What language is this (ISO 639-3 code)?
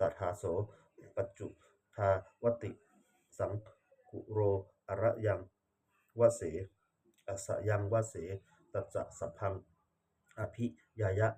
pli